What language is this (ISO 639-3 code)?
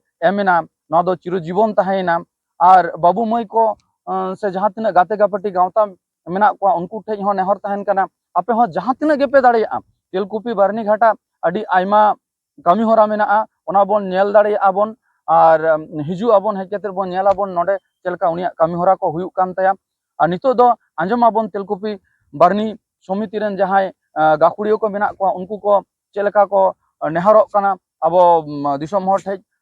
sat